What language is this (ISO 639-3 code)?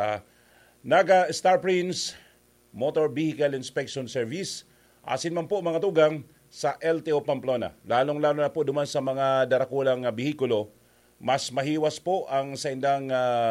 bik